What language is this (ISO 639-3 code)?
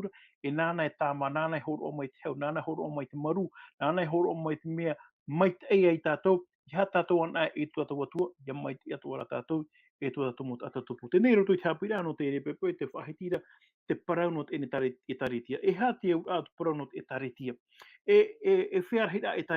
tah